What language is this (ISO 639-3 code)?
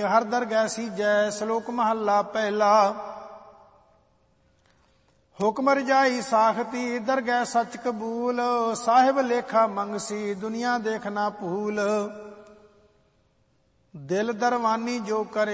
pan